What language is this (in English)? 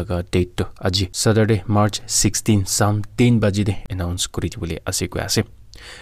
Naga Pidgin